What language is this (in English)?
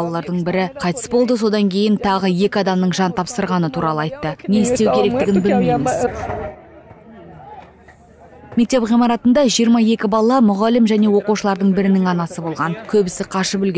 Kazakh